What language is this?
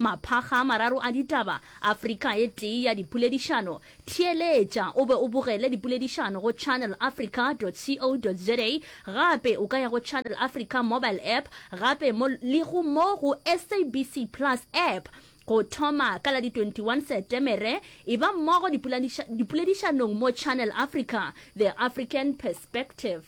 Northern Sotho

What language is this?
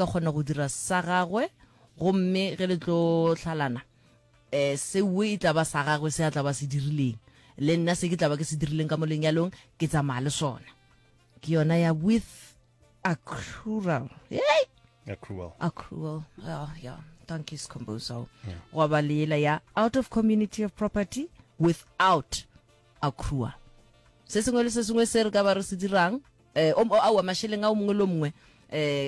Northern Sotho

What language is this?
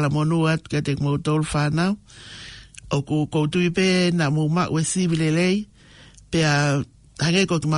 Tongan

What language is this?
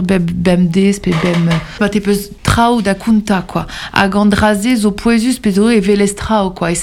Breton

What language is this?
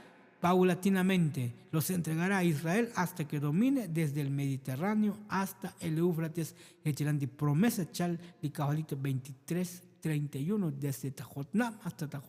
Tzotzil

